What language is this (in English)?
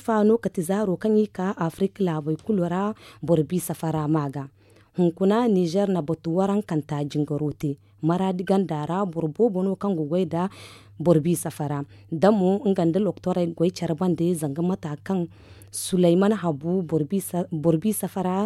Zarma